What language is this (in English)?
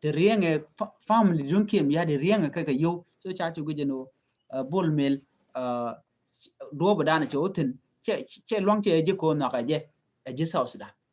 Nuer